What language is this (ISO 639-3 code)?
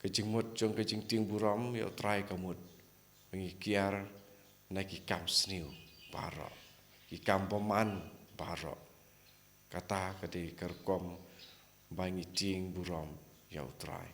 kha